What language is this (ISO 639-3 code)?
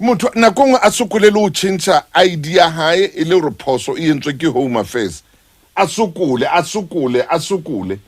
sot